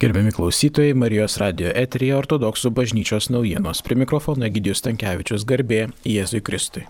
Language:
Lithuanian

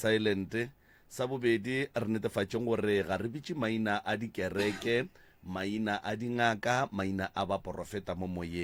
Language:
Northern Sotho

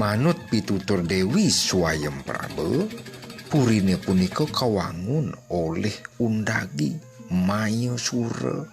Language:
Balinese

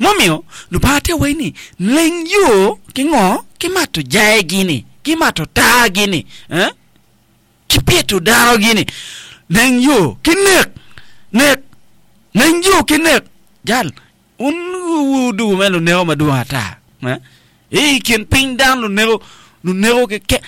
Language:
Acoli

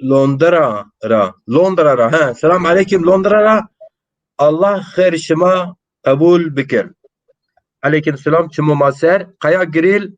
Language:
Zaza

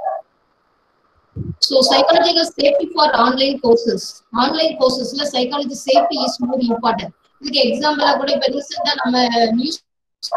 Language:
Tamil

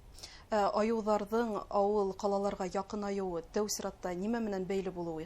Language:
Bashkir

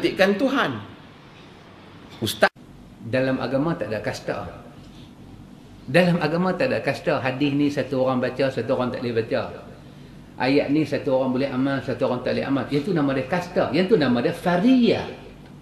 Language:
Malay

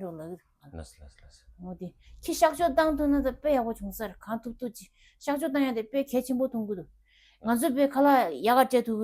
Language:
Tibetan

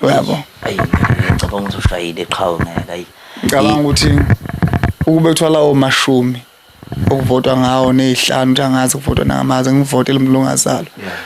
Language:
Zulu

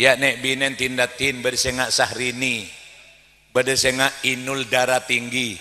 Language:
Madurese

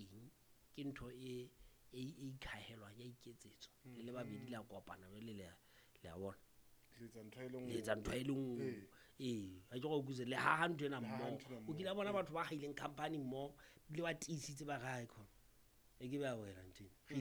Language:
Southern Sotho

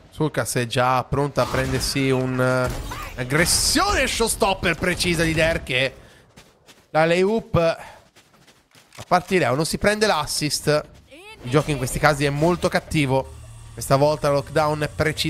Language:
Italian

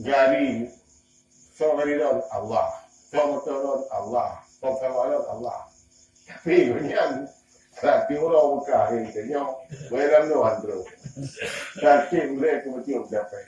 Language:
Achinese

